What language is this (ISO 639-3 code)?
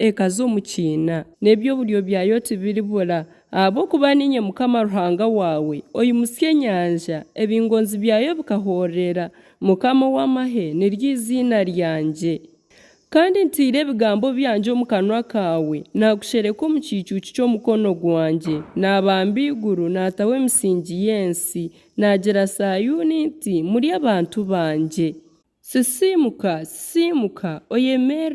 nyn